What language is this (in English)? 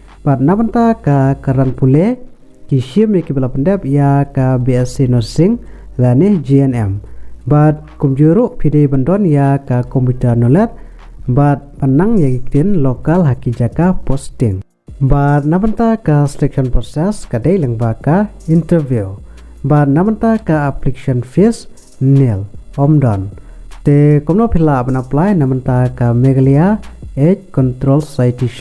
Khasi